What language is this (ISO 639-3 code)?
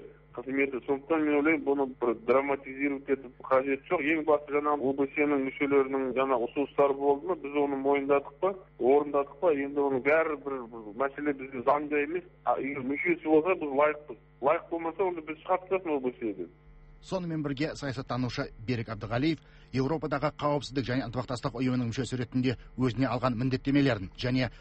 kaz